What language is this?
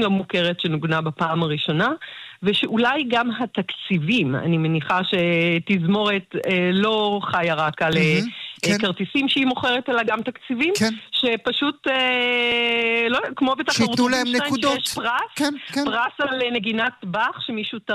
Hebrew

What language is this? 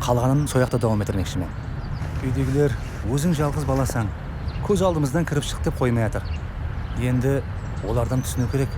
Kara-Kalpak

